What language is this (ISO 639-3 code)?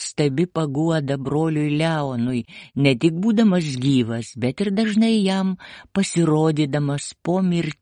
lit